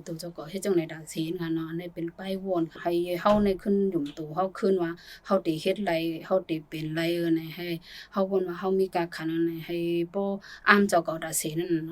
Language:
Shan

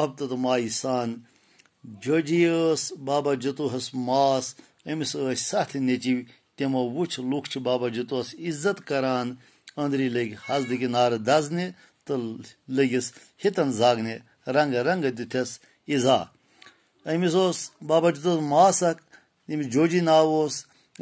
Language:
Kashmiri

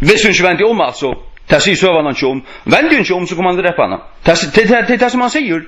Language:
Faroese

